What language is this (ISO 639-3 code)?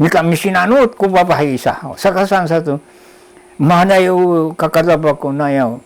szy